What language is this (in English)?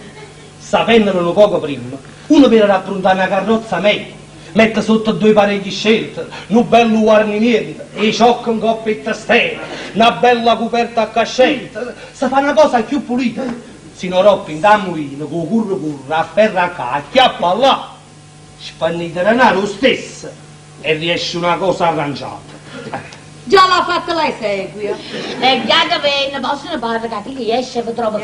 Neapolitan